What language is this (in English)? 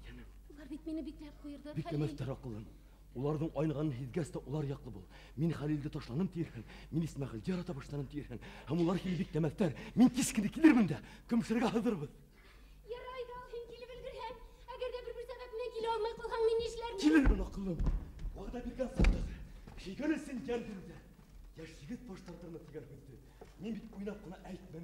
Bashkir